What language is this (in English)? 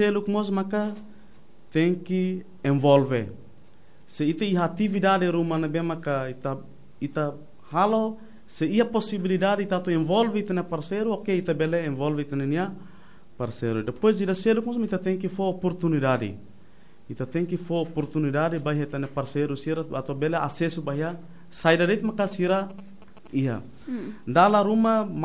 Tetum